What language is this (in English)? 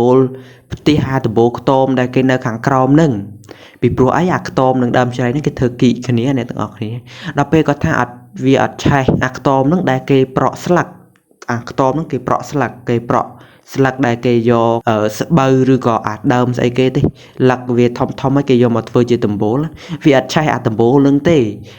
Khmer